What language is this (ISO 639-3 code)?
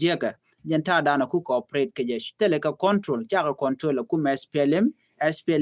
nus